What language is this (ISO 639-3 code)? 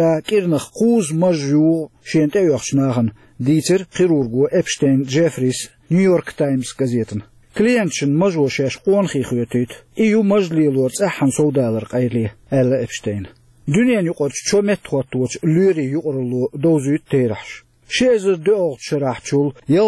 che